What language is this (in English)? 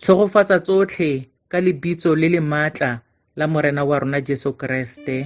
Tswana